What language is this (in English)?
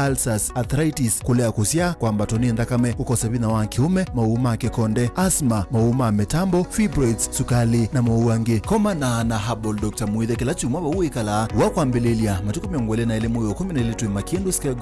Kamba